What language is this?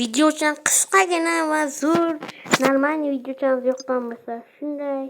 Uzbek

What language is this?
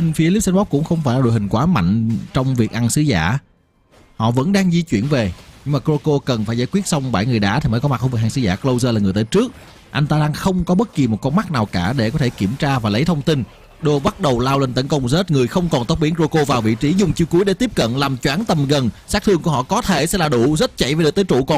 Vietnamese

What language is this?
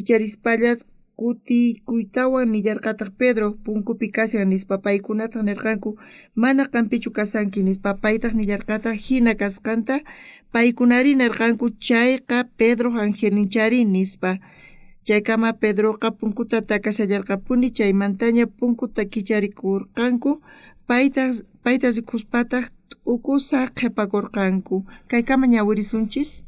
South Bolivian Quechua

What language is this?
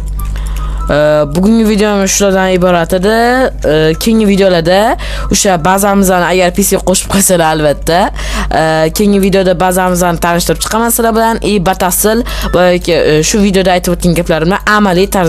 Uzbek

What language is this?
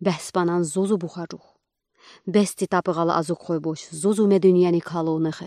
Udi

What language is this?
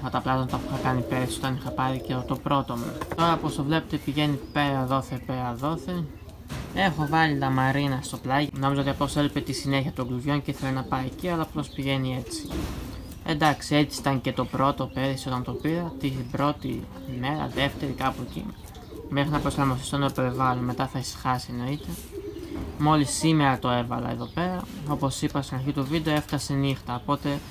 Greek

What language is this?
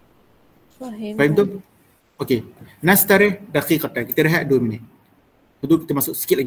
Malay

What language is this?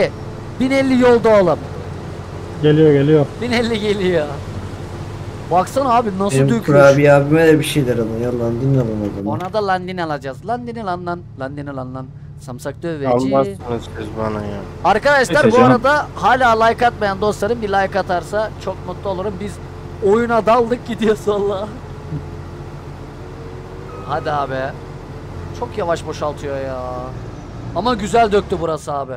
Turkish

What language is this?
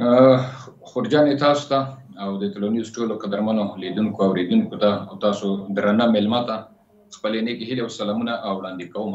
Pashto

